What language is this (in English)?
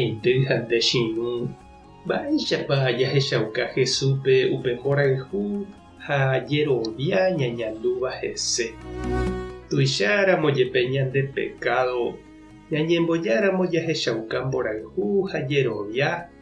Guarani